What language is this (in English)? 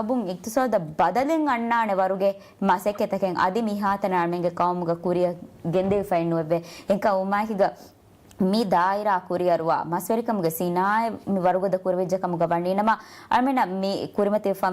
Divehi